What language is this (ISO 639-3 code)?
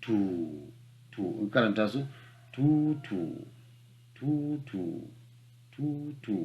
hau